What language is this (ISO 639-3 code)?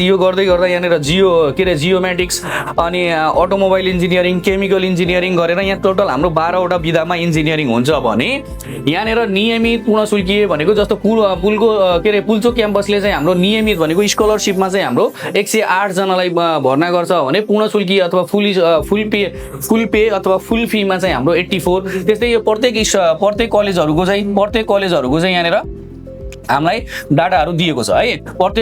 nep